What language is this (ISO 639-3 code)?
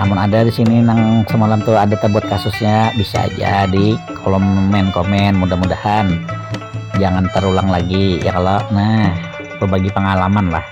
bjn